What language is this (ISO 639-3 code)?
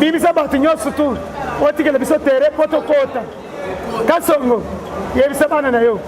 lin